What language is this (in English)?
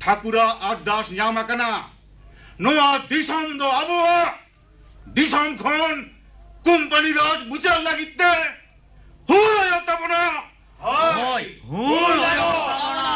Santali